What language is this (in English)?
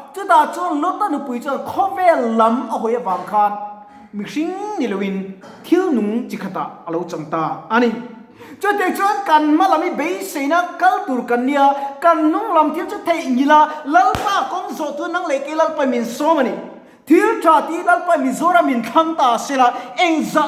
Mizo